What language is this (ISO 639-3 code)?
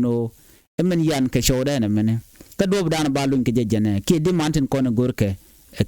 nus